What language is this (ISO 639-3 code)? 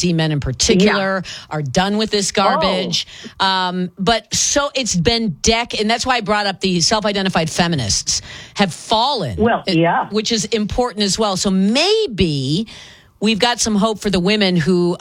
eng